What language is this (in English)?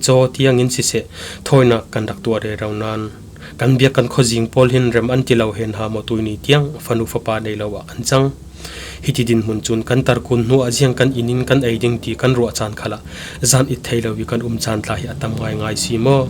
Falam Chin